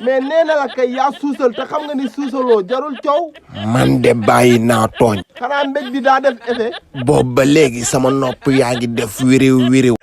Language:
Wolof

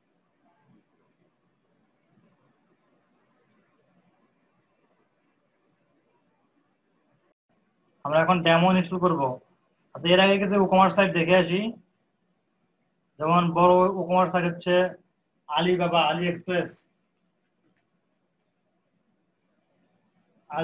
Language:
Bangla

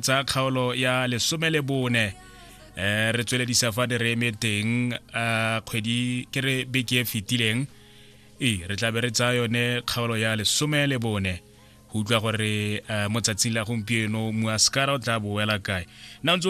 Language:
Tswana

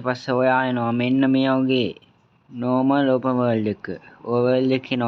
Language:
Sinhala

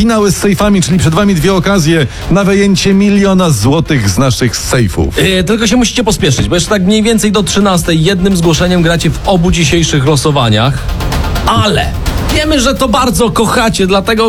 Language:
Polish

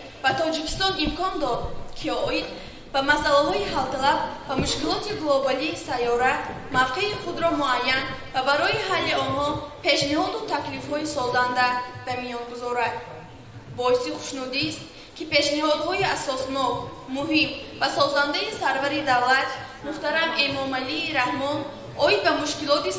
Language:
Tajik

